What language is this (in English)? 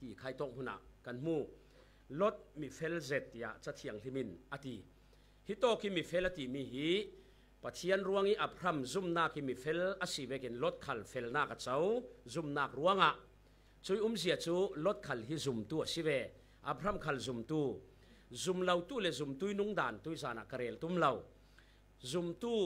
Falam Chin